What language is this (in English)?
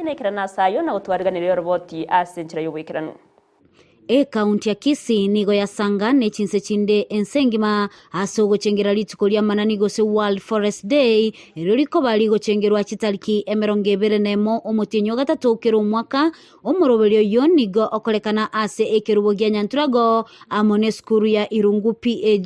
Gusii